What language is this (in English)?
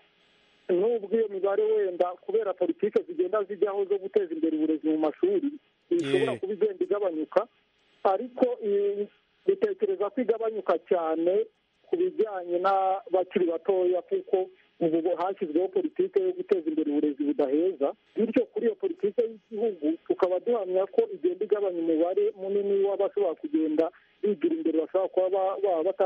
Kinyarwanda